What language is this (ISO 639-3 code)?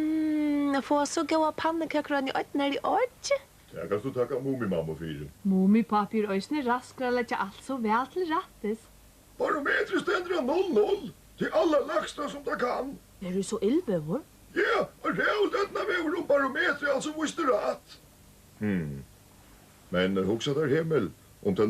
fao